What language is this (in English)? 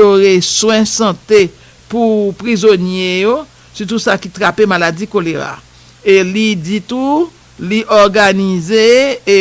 Haitian Creole